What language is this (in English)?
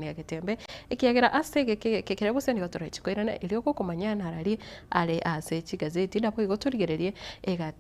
Gusii